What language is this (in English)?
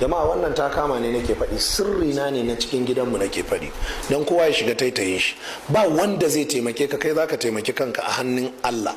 Hausa